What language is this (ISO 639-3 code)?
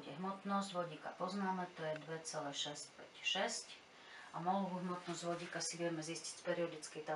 slk